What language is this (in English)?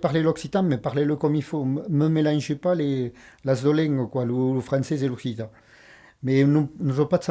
Occitan